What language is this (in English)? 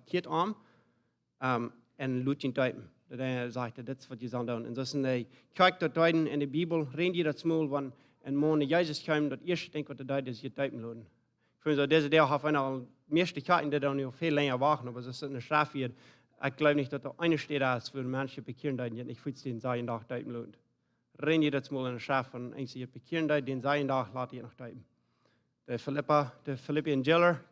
Plautdietsch